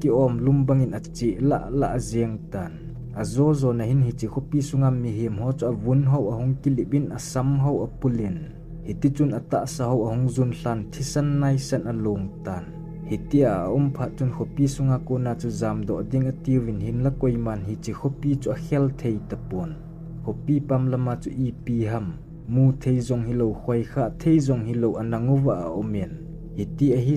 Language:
Thado Chin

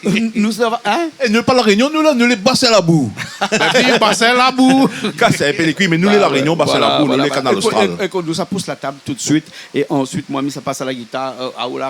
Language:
Réunion Creole French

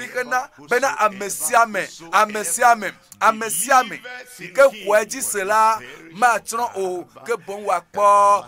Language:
Ewe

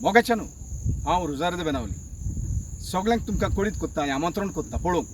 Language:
Konkani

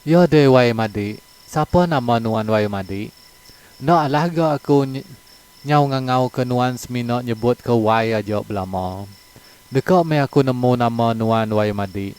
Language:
Iban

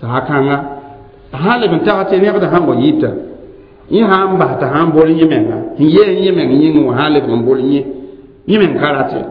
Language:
Mossi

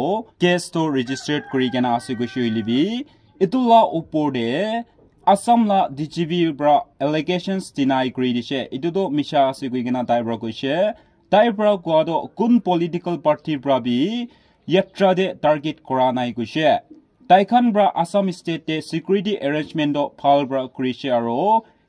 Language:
Naga Pidgin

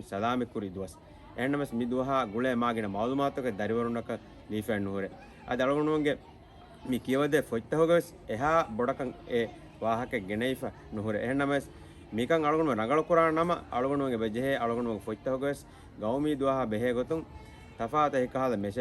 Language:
Divehi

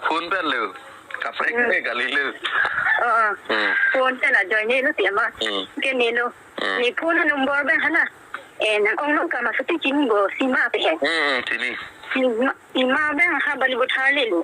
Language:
Karbi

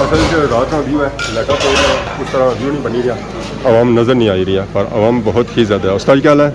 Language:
Pahari-Potwari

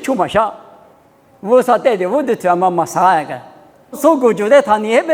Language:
Lisu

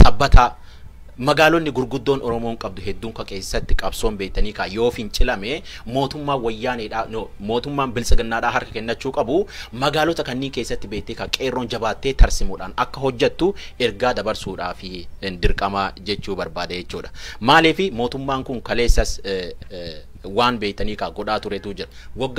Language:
Oromo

